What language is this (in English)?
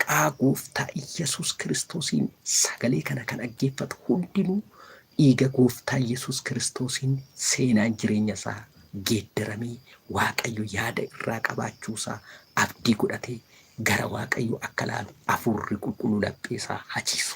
Oromo